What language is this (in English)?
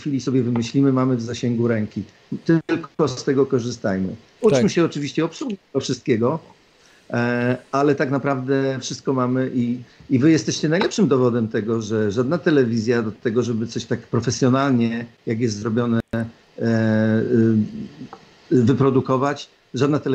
Polish